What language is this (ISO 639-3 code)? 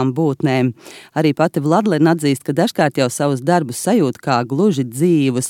lav